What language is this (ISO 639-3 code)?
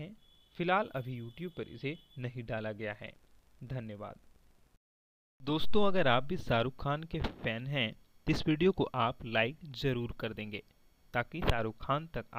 hin